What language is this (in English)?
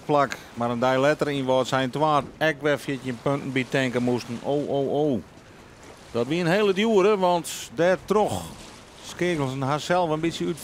Western Frisian